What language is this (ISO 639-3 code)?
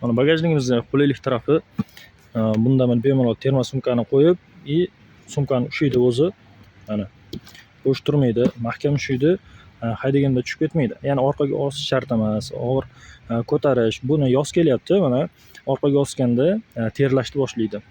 uzb